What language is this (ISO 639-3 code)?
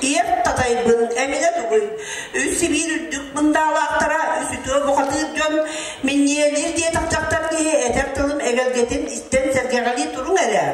sah